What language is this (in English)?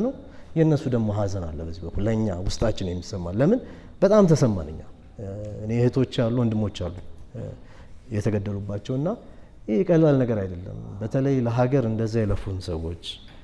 Amharic